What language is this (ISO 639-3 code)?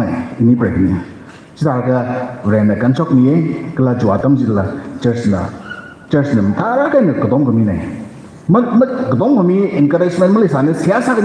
nmf